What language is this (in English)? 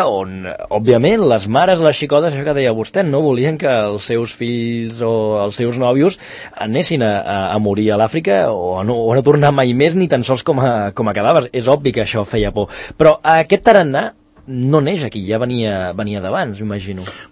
Catalan